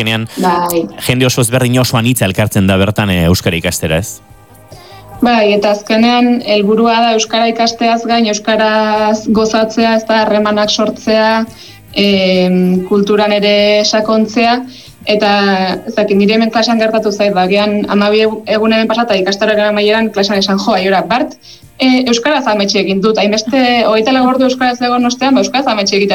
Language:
Basque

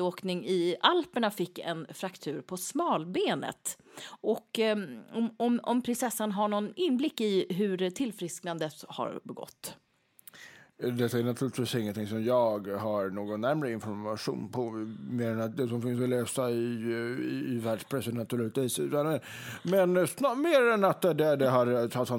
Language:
Swedish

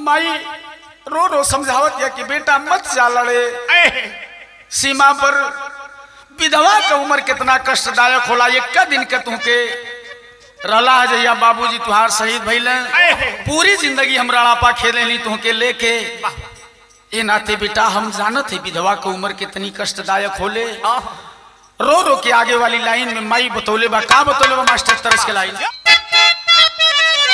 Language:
Bhojpuri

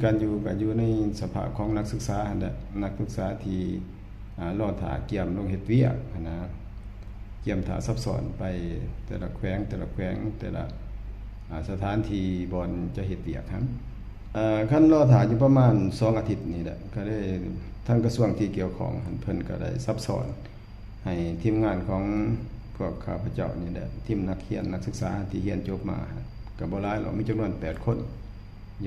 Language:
Lao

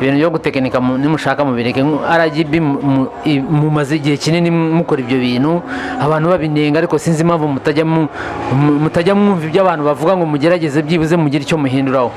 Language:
Kinyarwanda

